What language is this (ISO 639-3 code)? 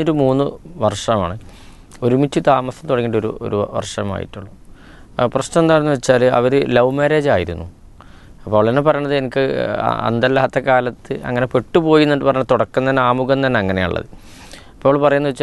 mal